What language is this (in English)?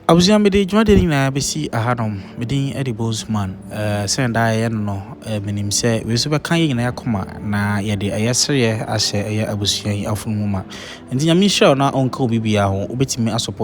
Akan